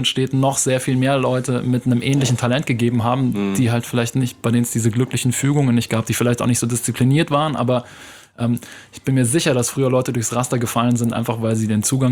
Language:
German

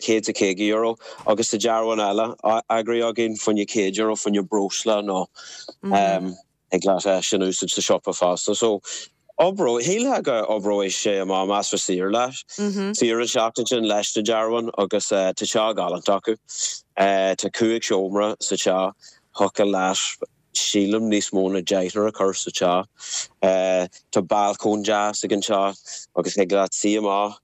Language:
Irish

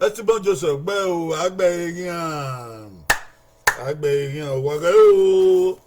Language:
Bini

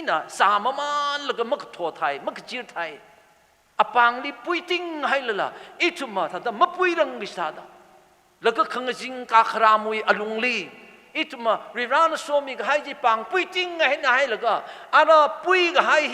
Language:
Tangkhul Naga (India)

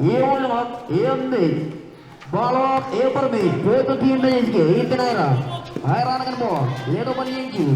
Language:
Marshallese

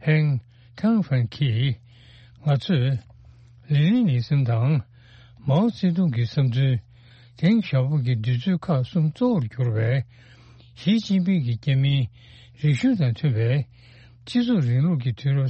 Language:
Tibetan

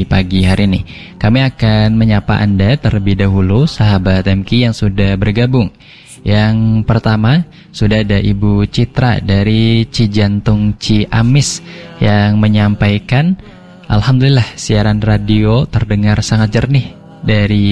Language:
Indonesian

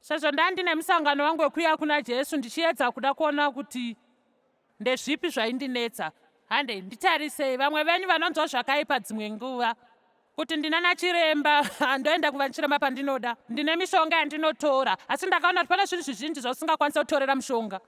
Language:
Shona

